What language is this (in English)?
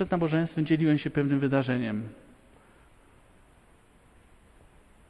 Polish